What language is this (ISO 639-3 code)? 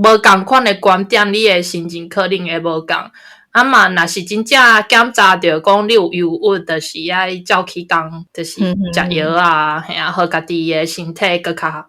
nan